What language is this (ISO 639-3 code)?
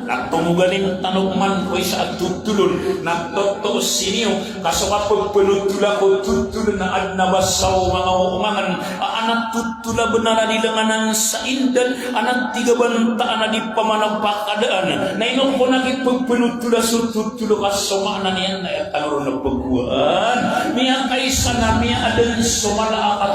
mrw